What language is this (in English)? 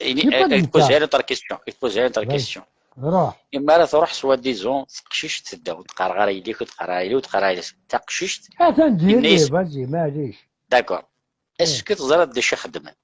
Kabyle